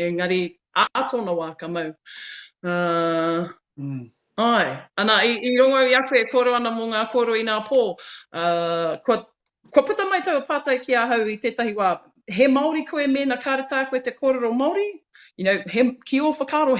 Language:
Māori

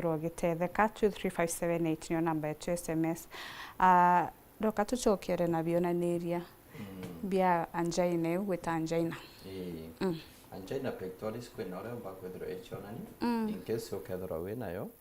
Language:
Meru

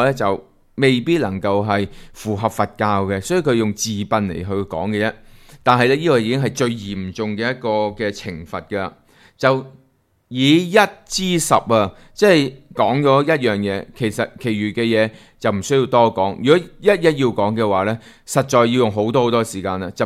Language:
Cantonese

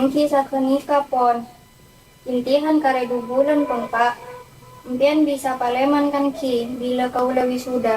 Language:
Madurese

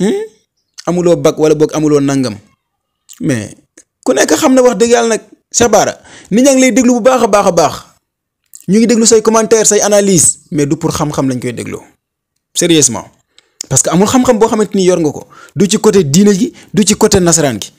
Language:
Wolof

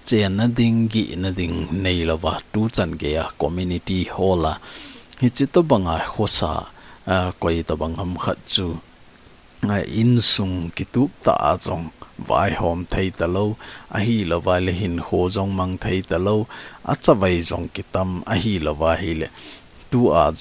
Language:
Thado Chin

